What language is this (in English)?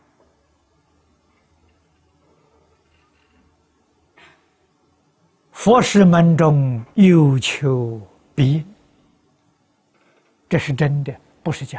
Chinese